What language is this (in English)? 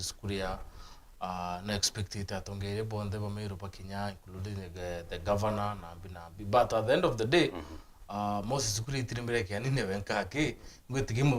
Meru